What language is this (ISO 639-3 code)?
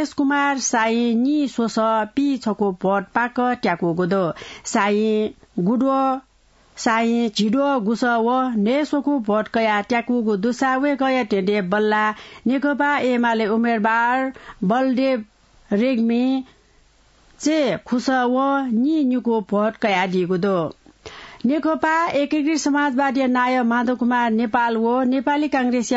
new